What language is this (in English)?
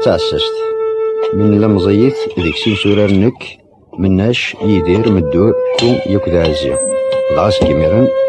Kabyle